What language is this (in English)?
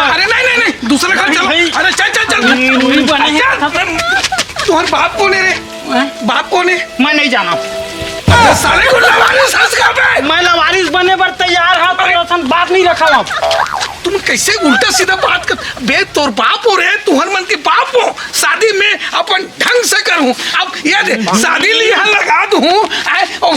Chhattisgarhi